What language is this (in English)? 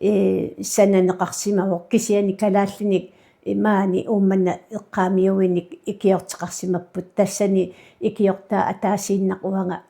Kalaallisut